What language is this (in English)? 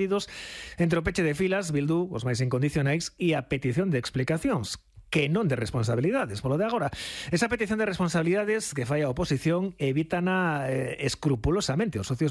Galician